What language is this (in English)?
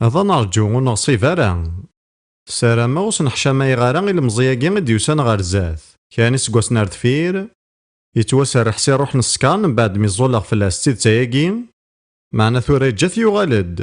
Kabyle